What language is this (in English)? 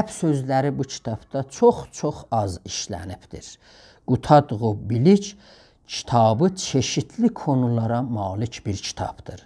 South Azerbaijani